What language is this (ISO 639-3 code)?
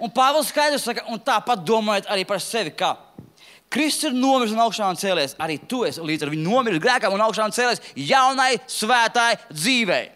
lav